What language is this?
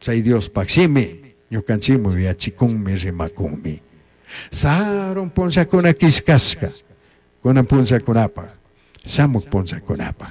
Chimborazo Highland Quichua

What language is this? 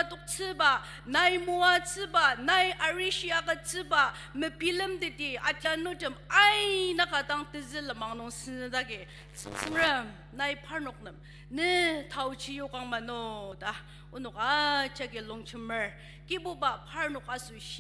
Ao Naga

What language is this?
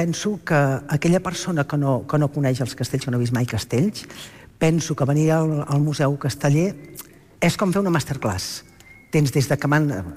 Catalan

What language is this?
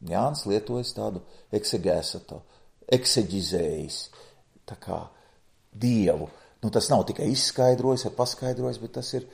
Latvian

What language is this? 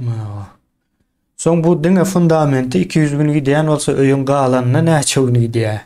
Turkmen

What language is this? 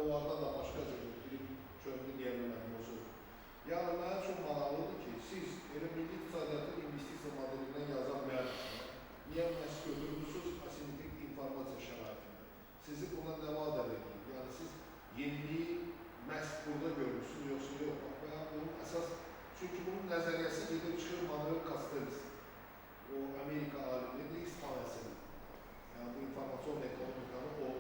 Azerbaijani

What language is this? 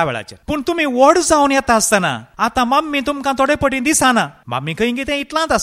Konkani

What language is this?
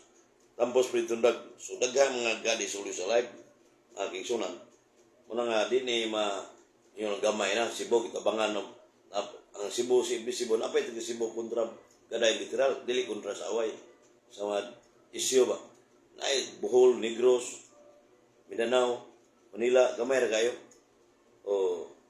Cebuano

